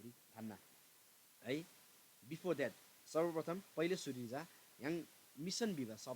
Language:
Eastern Tamang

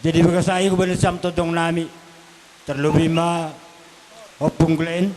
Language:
Batak Simalungun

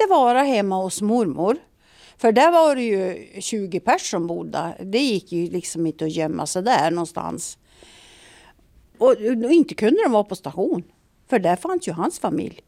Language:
Swedish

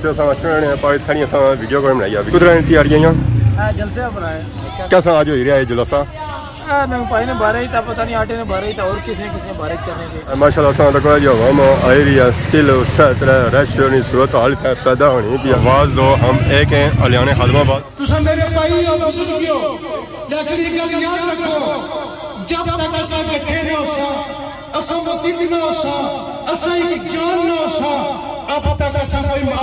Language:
Pahari-Potwari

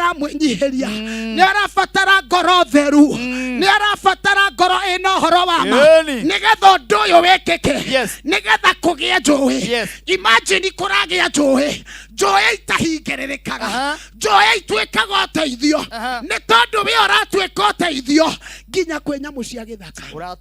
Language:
Kikuyu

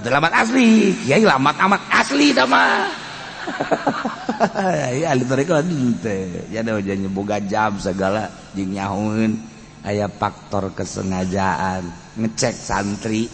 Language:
Sundanese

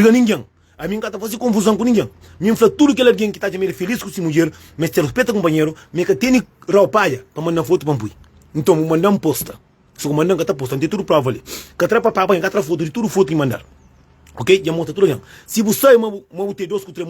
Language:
Kabuverdianu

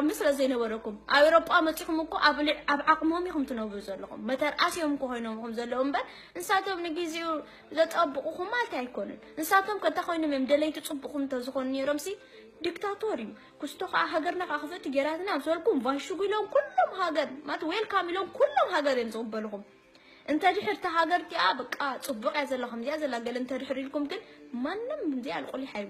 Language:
Tigrinya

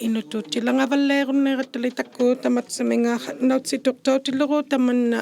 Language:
Inuktitut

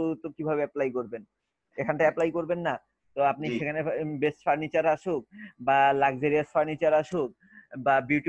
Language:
Bangla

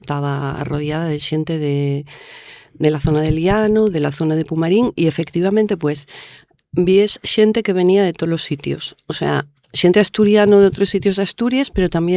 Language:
Asturian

